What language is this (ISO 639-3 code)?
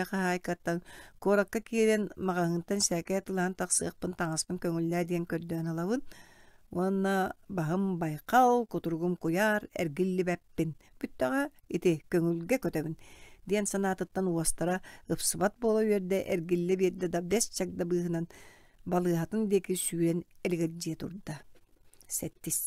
sah